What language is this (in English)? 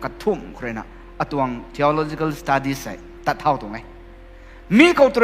Rongmei Naga